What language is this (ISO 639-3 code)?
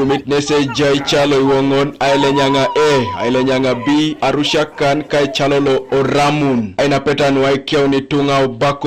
teo